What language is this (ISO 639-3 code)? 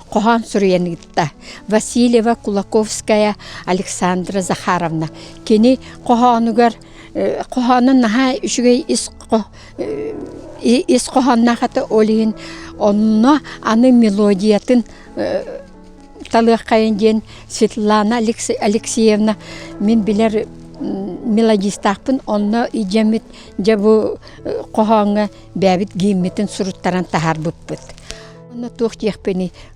sah